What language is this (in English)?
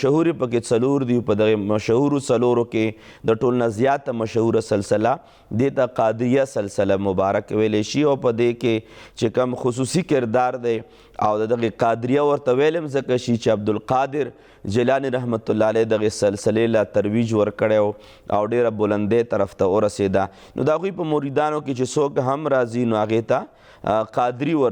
Pashto